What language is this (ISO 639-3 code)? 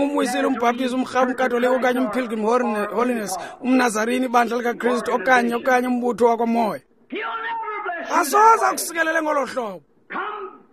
xho